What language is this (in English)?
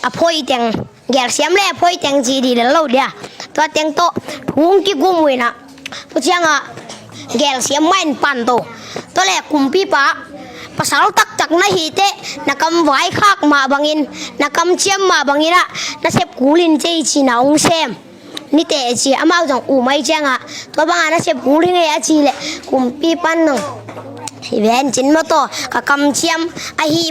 Tedim Chin